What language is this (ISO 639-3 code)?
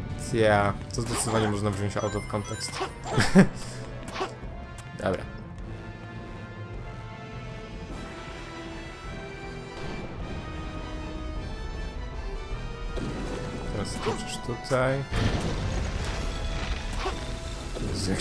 pol